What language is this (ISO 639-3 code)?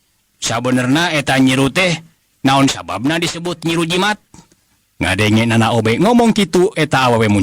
sun